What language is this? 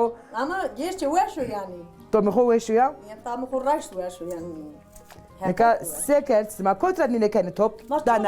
Zaza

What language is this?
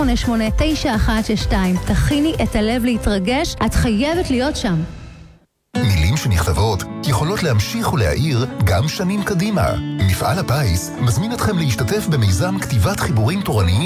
Hebrew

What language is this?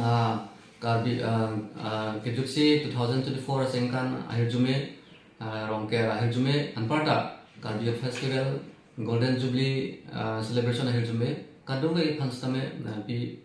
Karbi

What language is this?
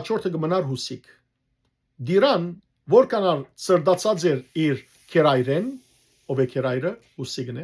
Western Armenian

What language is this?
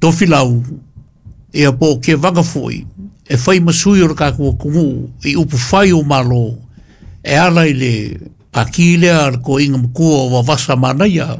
Samoan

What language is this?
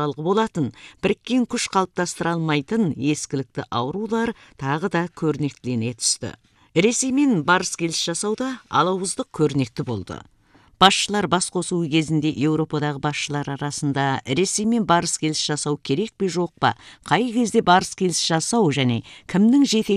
Kazakh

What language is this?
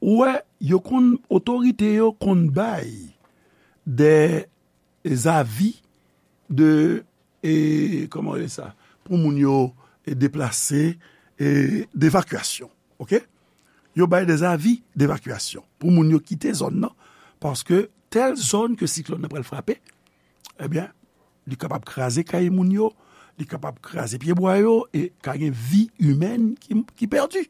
Haitian Creole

